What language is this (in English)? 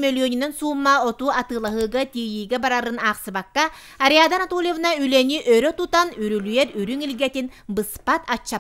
Yakut